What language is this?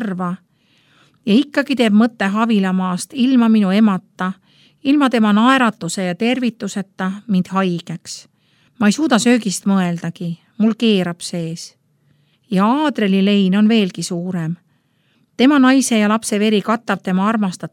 Estonian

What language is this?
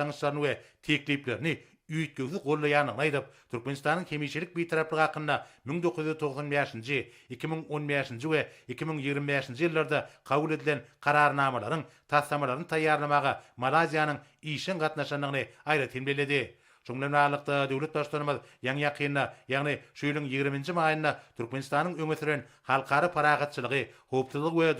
Turkmen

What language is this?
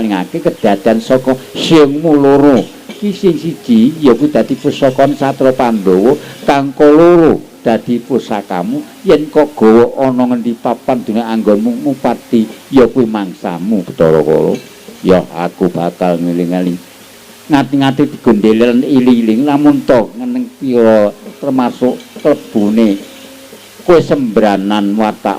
Javanese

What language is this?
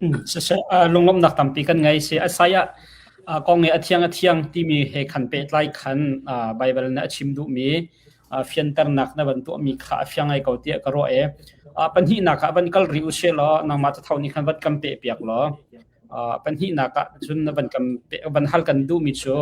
Hakha Chin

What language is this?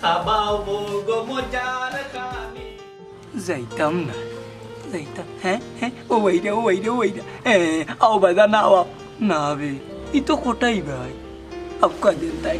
Sylheti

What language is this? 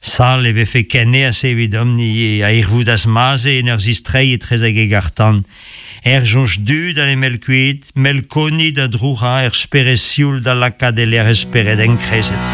Breton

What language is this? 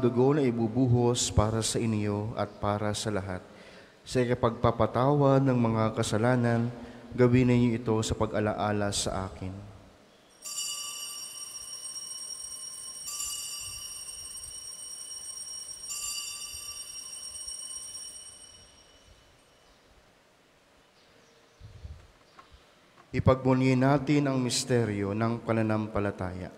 Filipino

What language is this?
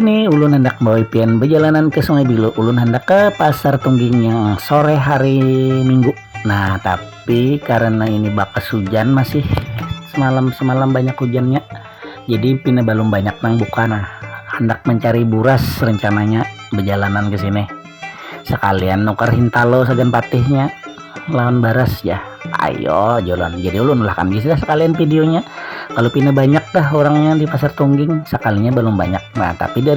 Banjar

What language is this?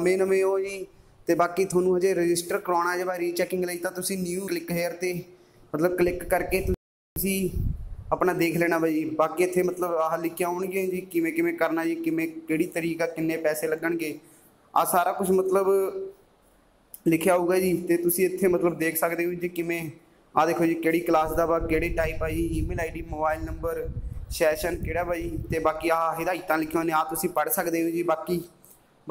Punjabi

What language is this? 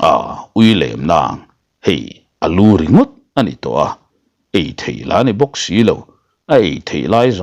Mizo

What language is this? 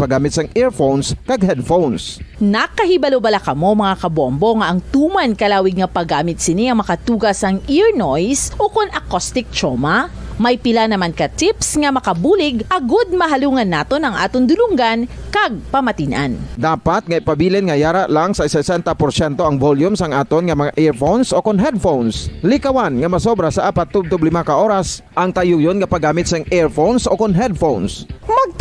Hiligaynon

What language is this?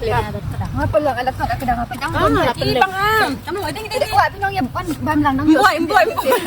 Khasi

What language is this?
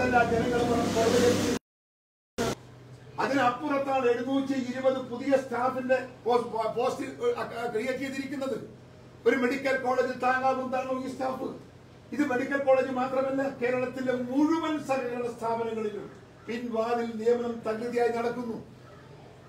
Malayalam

